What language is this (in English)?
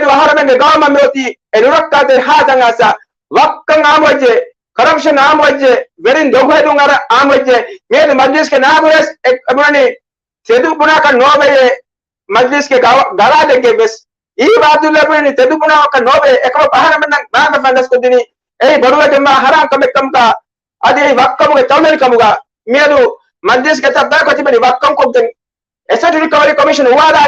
Divehi